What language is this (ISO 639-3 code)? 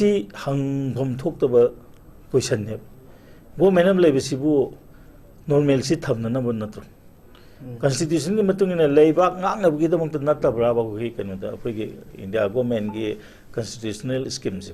mni